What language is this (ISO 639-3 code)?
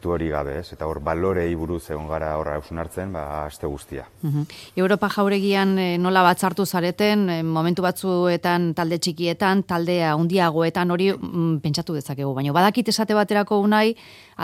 eus